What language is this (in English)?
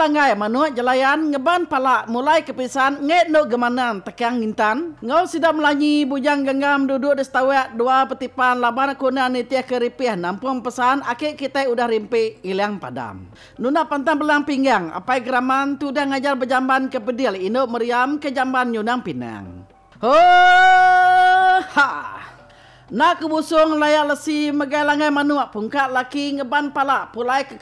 Iban